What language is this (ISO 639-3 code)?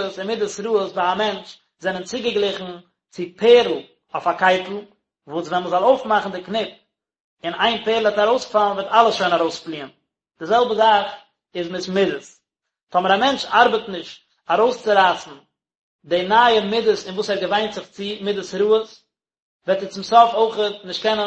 yid